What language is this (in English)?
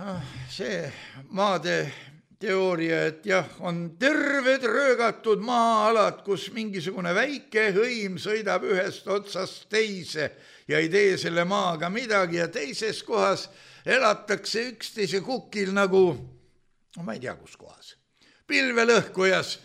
Estonian